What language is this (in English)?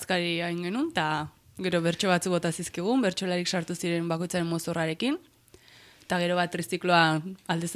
Basque